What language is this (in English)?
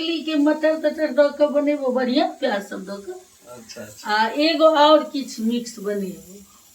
Maithili